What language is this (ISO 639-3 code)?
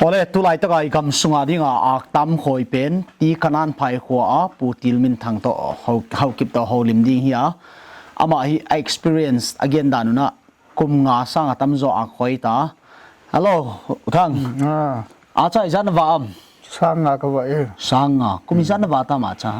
pck